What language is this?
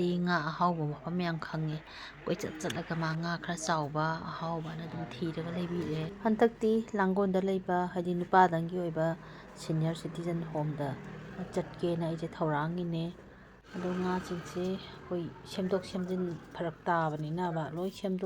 Manipuri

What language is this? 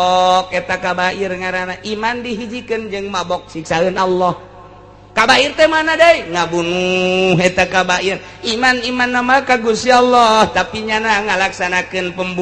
Sundanese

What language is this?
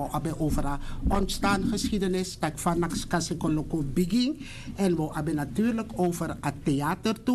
Sranan Tongo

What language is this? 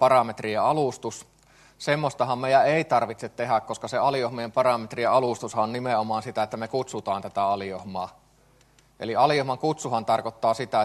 Finnish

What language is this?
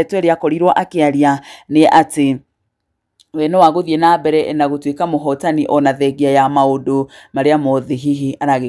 Kikuyu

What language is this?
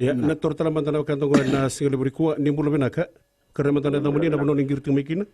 Fijian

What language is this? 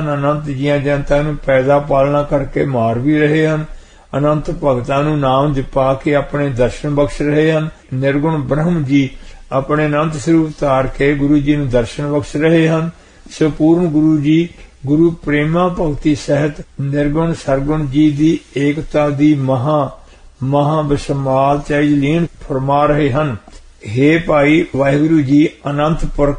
Punjabi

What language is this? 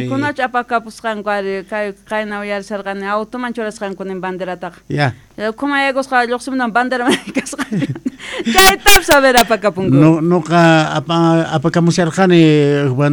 South Bolivian Quechua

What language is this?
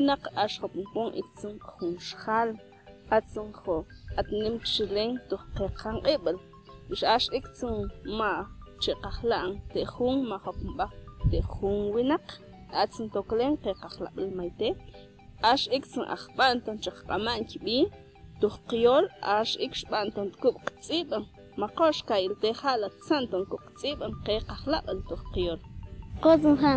Mam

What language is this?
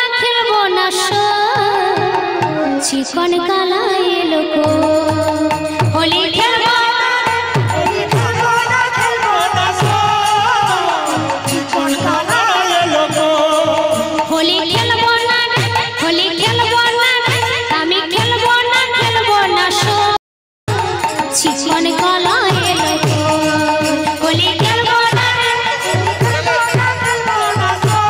Bangla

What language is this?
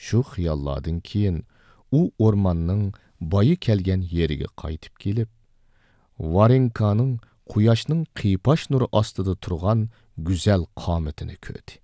Uyghur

